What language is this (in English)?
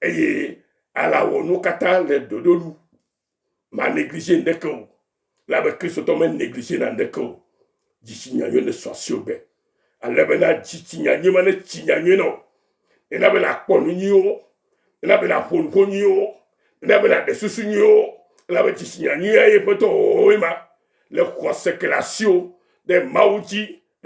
Ewe